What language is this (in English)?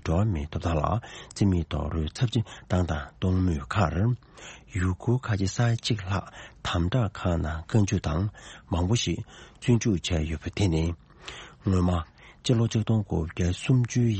Tibetan